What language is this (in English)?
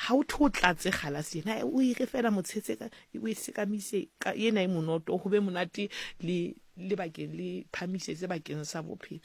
Southern Sotho